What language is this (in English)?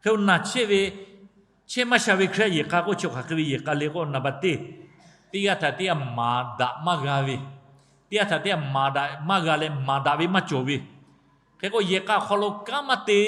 Lahu